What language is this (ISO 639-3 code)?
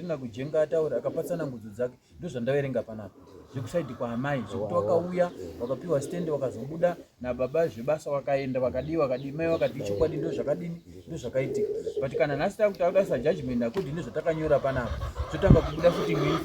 sna